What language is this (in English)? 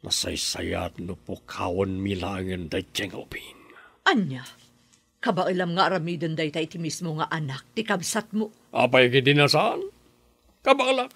Iloko